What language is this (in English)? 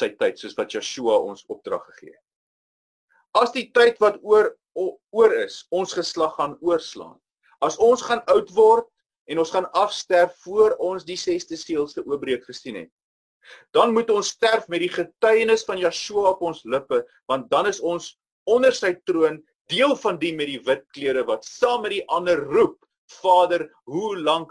Afrikaans